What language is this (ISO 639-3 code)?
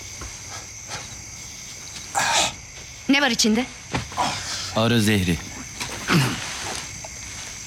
tur